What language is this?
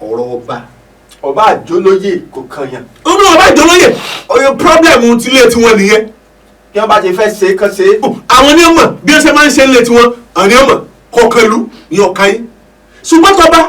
Yoruba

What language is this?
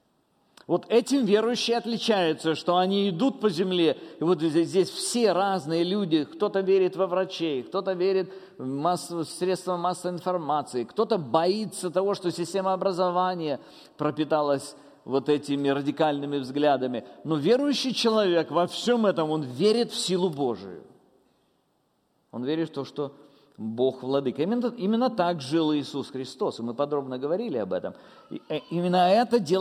Russian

